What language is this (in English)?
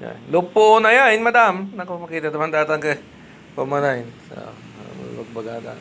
Iloko